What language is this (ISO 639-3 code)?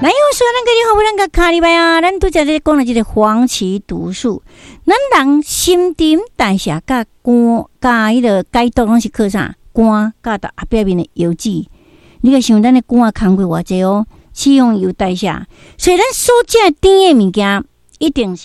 nan